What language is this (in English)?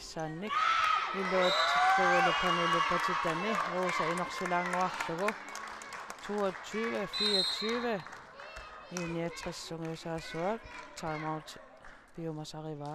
Kalaallisut